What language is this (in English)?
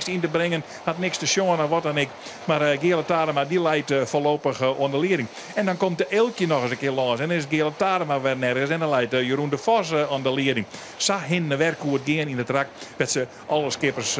Western Frisian